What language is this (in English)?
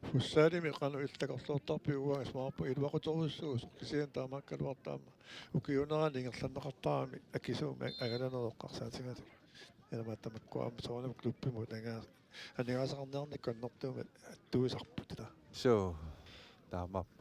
Kalaallisut